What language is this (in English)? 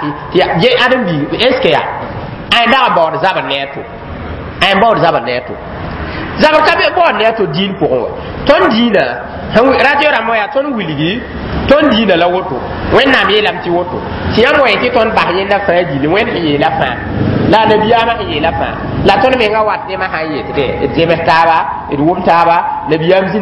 Mossi